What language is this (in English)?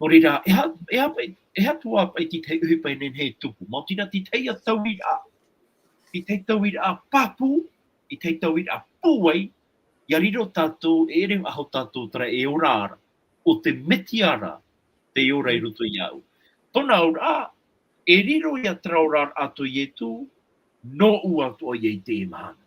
Tahitian